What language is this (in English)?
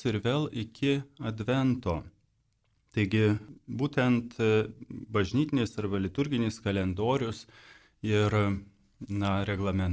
Lithuanian